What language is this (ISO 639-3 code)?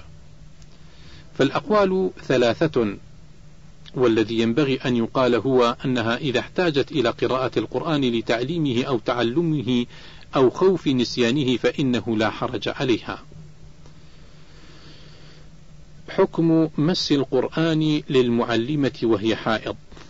ara